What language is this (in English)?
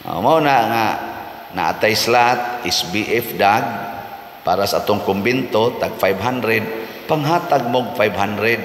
Cebuano